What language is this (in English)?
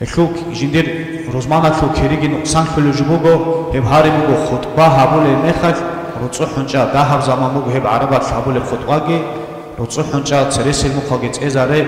Avaric